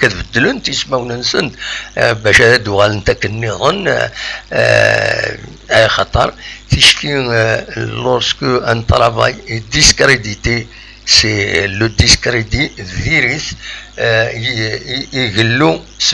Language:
Kabyle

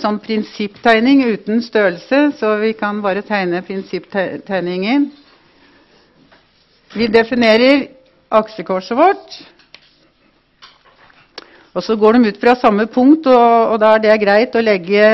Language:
Norwegian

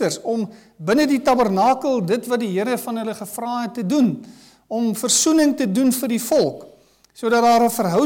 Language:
Afrikaans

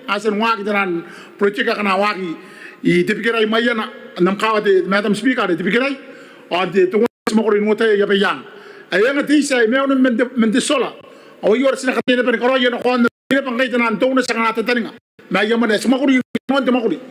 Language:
Gilbertese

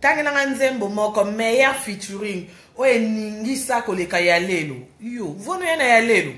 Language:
Lingala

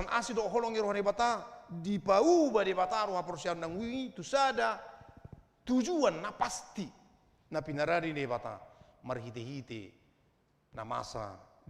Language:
Batak Toba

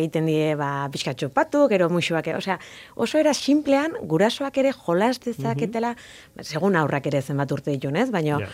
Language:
Basque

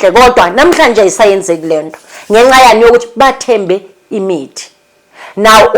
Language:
Zulu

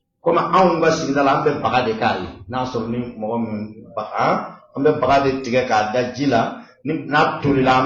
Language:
Bambara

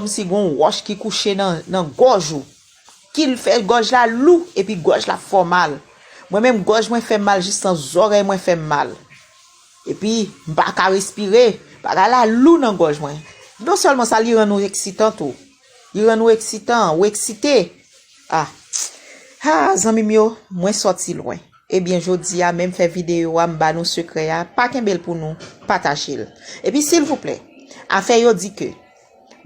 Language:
Haitian Creole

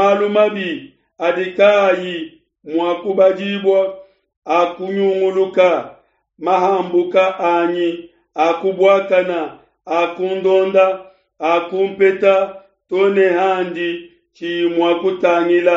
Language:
Luba-Lulua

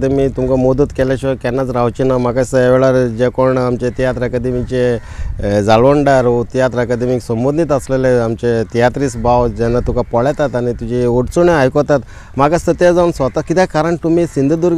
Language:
Konkani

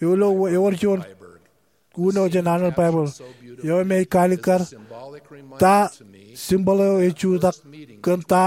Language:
Marshallese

